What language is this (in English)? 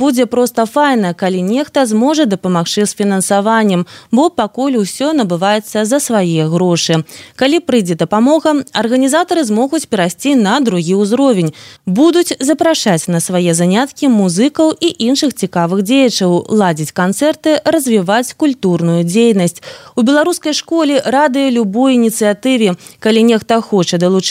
Belarusian